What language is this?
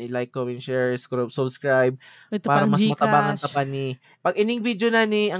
Bikol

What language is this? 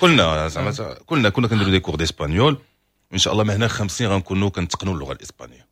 Moroccan Arabic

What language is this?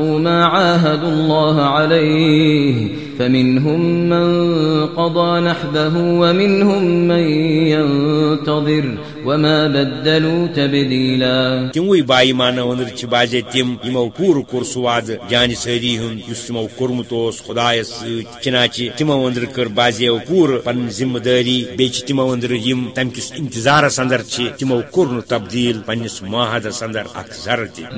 Kashmiri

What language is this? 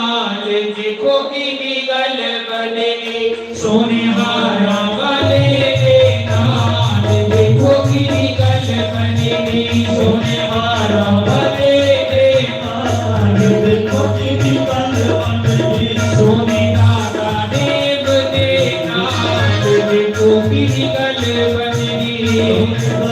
Dogri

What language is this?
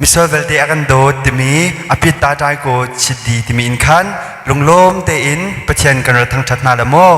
Hakha Chin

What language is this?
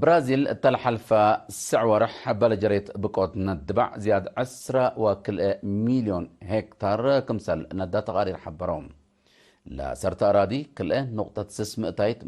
Tigre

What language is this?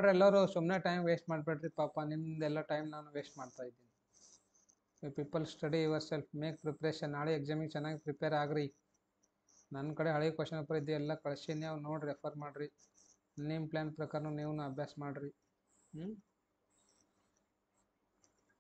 Kannada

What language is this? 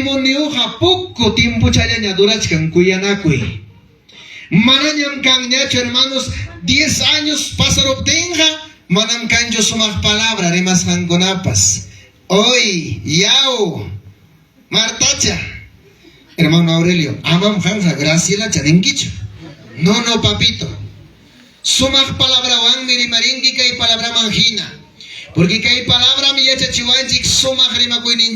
Ayacucho Quechua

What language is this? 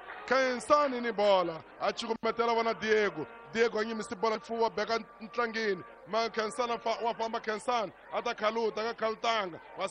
Tsonga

